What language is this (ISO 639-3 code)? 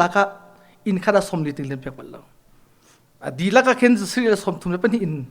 cnh